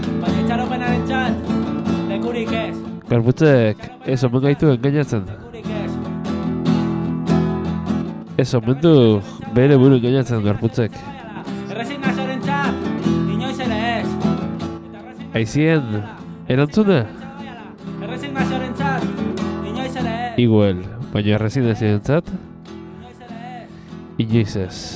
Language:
Basque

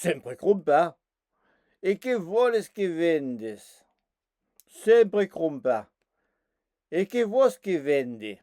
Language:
Occitan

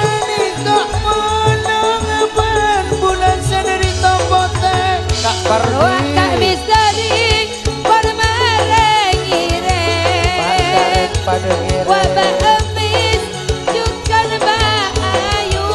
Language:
Madurese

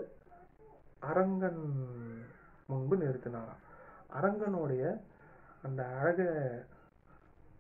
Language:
Tamil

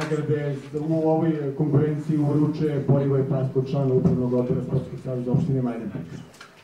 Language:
Serbian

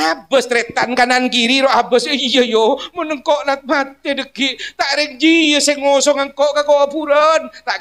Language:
Madurese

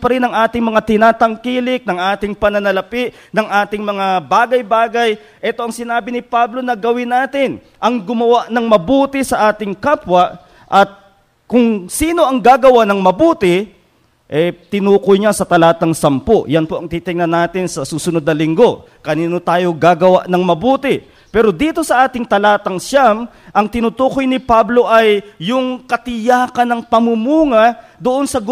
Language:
Filipino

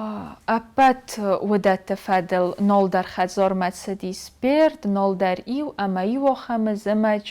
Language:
Ossetic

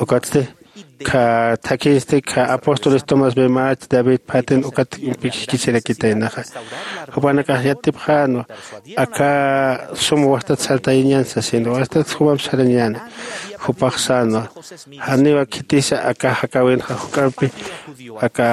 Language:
Aymara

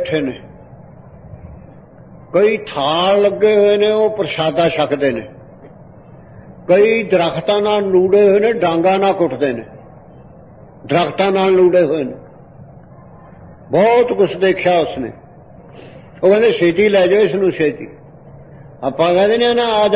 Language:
Punjabi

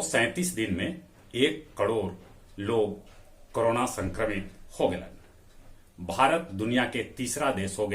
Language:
Magahi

